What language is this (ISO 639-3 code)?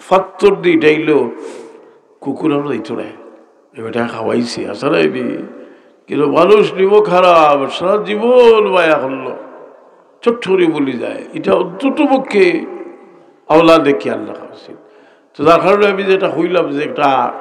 syl